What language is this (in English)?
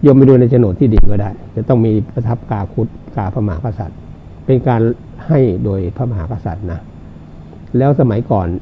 Thai